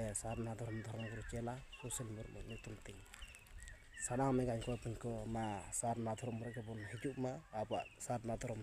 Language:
Santali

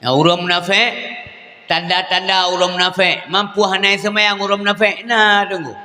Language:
Achinese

